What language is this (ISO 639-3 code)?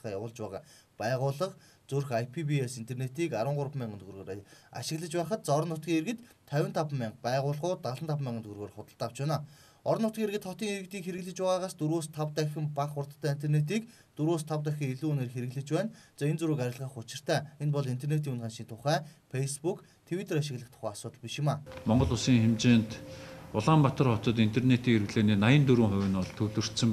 mon